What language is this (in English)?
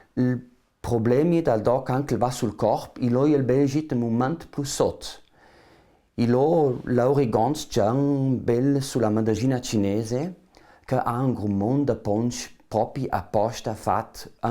Ladin